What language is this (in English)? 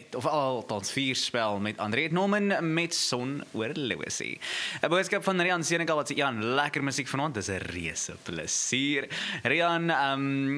Afrikaans